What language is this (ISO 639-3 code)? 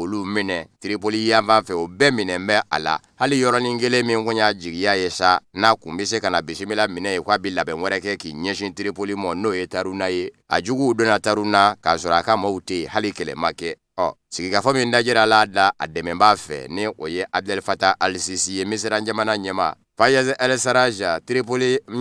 bam